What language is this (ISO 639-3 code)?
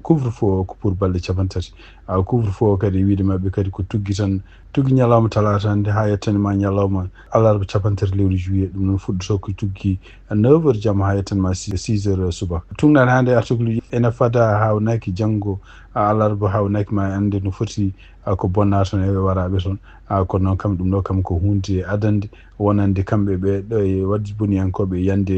ful